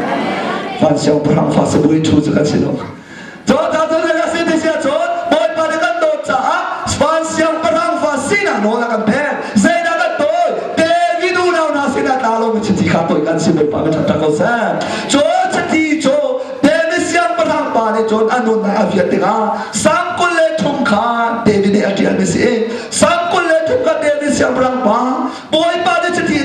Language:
Hakha Chin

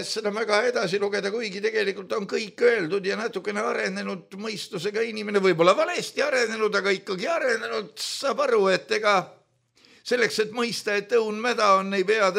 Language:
Estonian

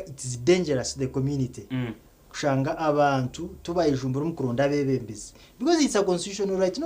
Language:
Nyankole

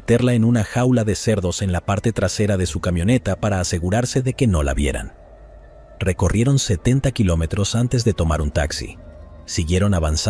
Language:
Spanish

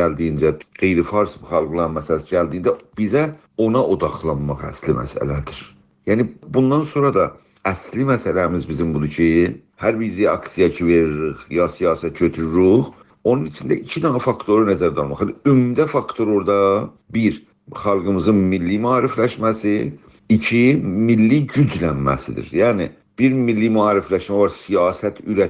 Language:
South Azerbaijani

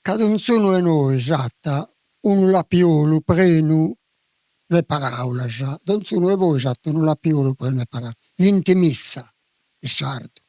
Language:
Sardinian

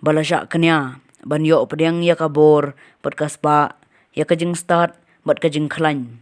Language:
Khasi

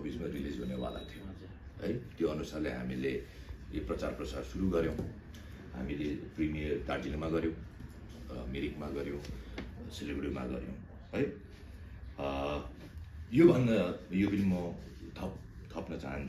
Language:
Nepali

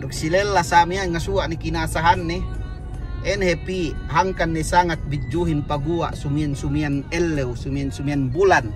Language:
Yakan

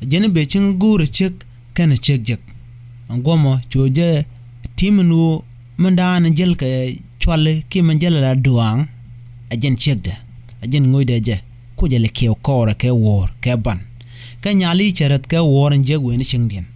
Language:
Nuer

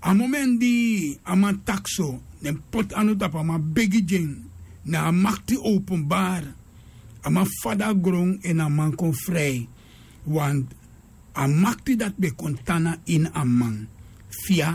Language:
Sranan Tongo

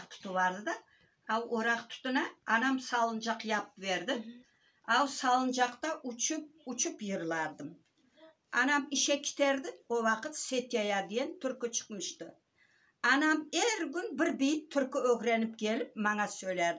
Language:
Crimean Tatar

